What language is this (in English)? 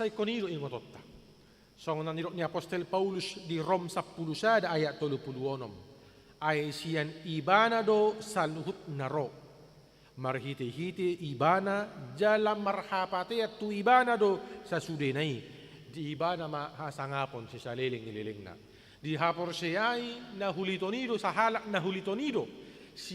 Batak Toba